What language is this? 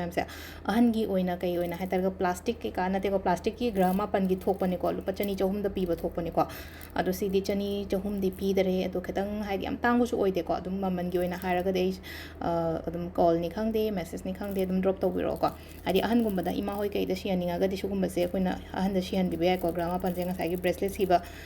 Manipuri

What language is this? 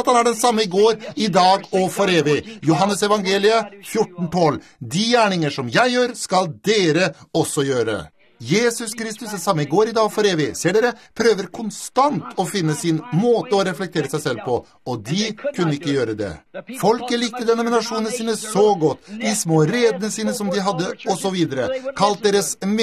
Norwegian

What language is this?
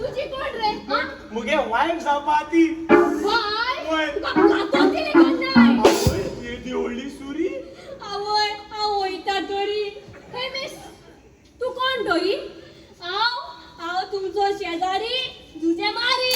Konkani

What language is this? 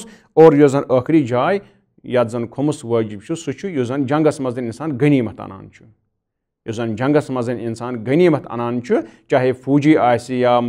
Kashmiri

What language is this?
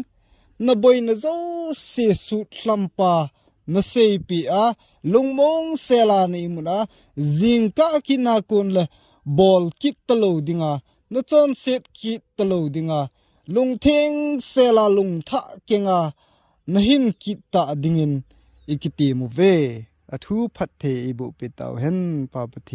Thado Chin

